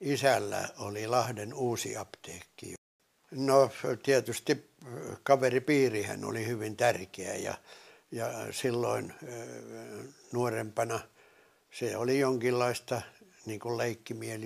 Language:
Finnish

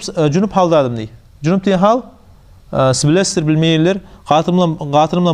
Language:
Kumyk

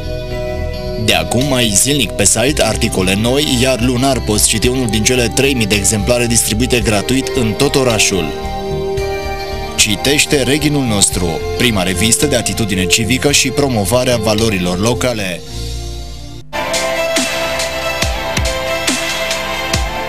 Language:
Romanian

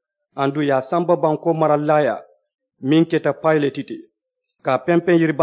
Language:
Mandingo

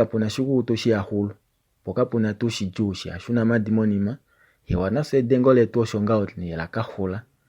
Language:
Kuanyama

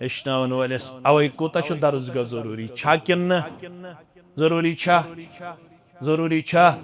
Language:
Kashmiri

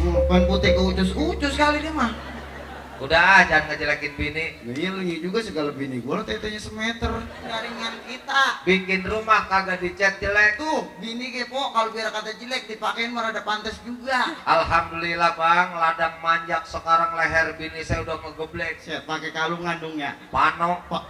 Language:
Betawi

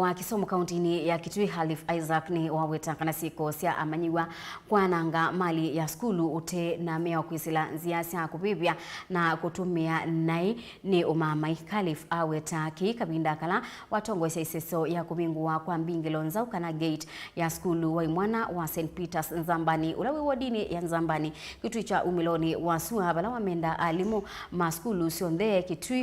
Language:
Kamba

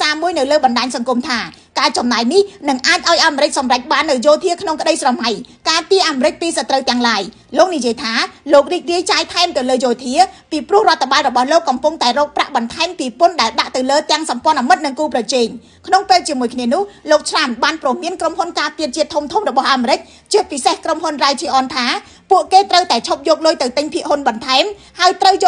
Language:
Khmer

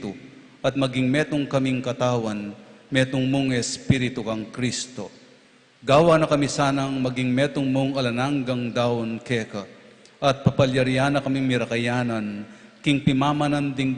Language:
Pampanga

